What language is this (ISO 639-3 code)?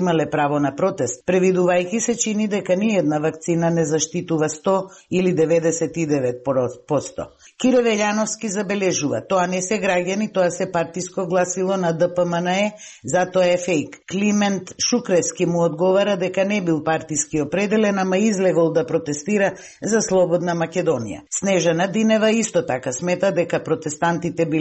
mkd